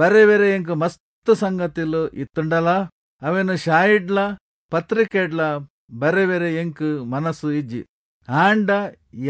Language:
Tulu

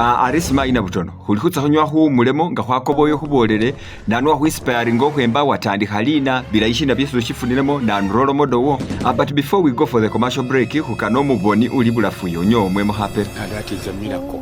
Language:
Masaaba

